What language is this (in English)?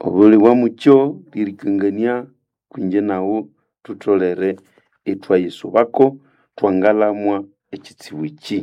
Nande